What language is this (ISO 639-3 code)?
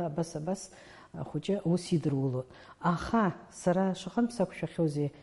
abk